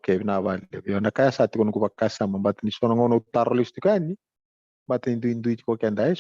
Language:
Fijian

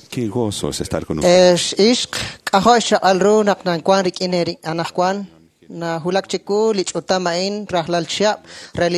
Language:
Kekchí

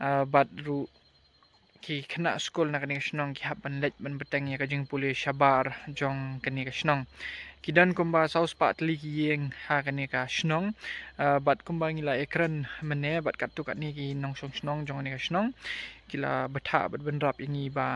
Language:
Khasi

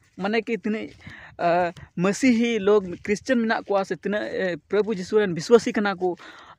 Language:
Santali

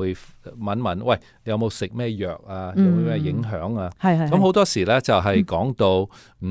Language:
Cantonese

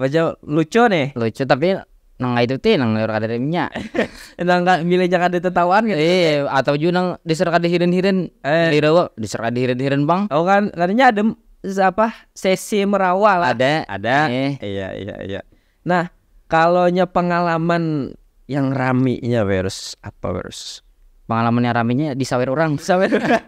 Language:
Banjar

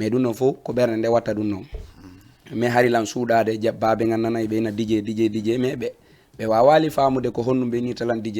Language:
Fula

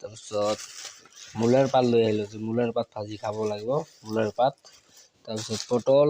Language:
Assamese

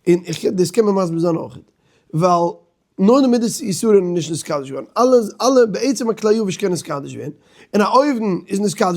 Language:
Yiddish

